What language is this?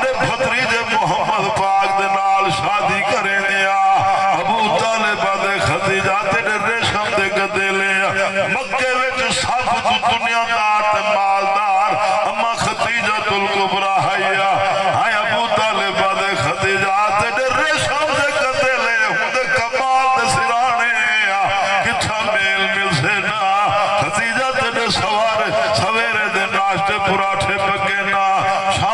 Saraiki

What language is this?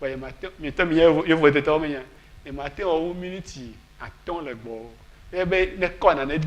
Ewe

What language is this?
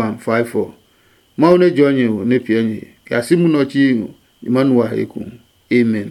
Adangme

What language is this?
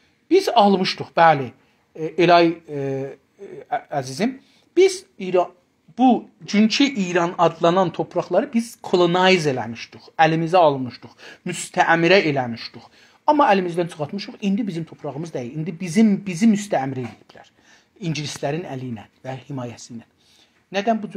South Azerbaijani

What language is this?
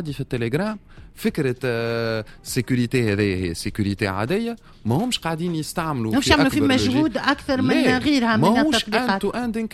Tunisian Arabic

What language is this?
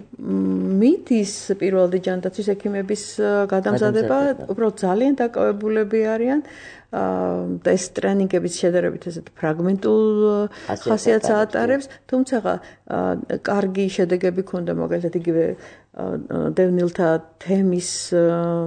Georgian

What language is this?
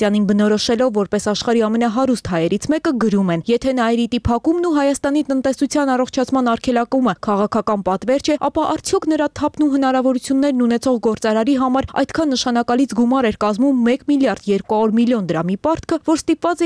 Armenian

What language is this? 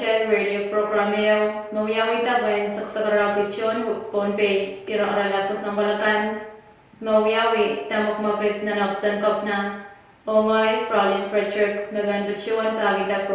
Pohnpeian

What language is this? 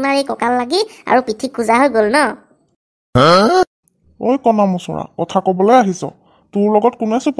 Assamese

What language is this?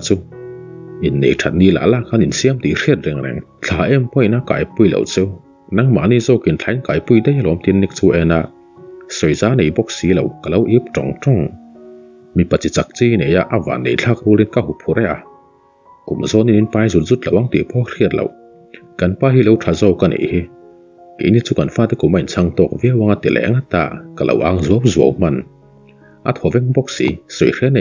Mizo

